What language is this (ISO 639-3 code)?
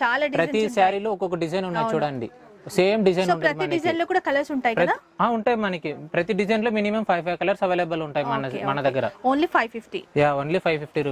tel